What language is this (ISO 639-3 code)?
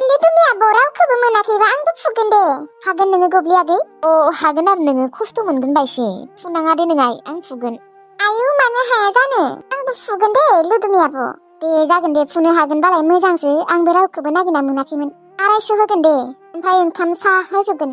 brx